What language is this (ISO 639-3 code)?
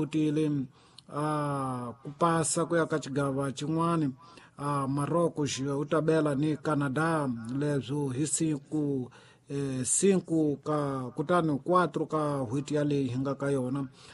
tso